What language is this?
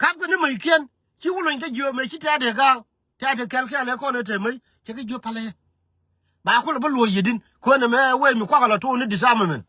Nuer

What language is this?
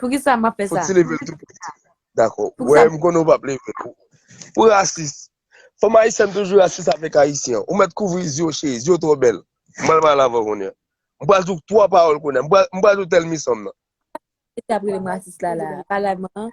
Haitian Creole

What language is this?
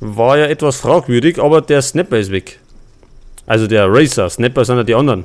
Bavarian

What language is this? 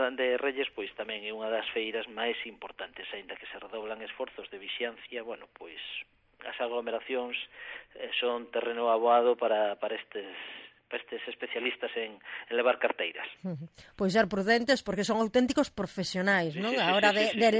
Galician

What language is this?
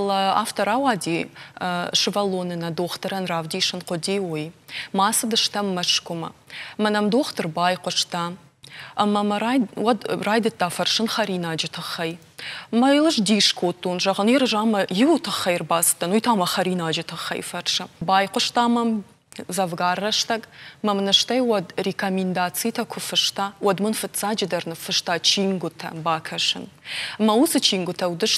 Ossetic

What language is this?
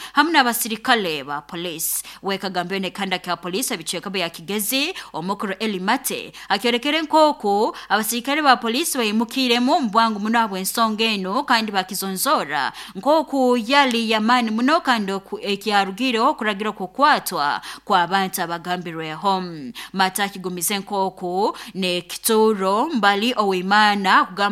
Nyoro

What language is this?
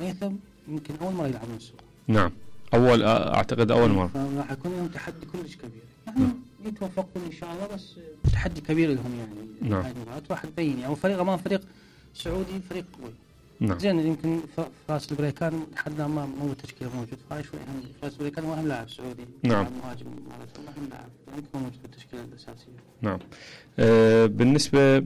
Mesopotamian Arabic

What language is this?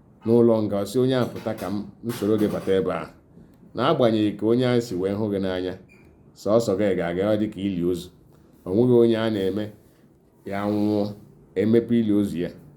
Igbo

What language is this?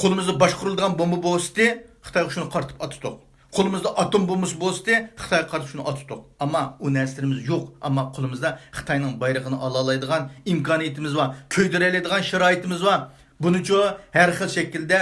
Uyghur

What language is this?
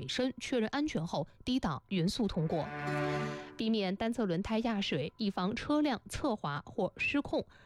Chinese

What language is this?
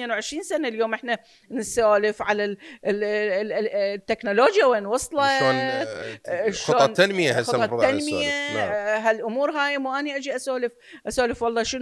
Mesopotamian Arabic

